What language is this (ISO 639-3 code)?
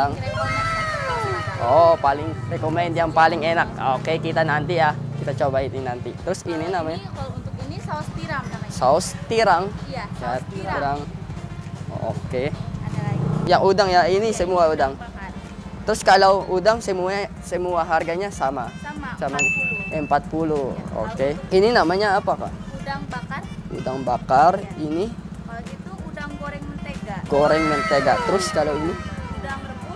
ind